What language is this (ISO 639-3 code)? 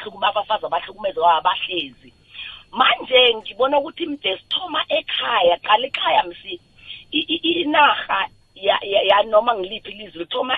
nbl